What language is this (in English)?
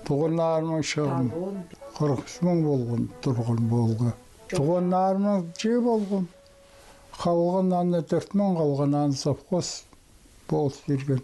Khakas